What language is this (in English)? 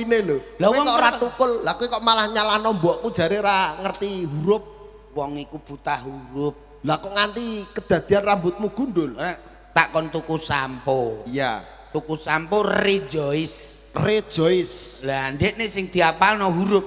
Javanese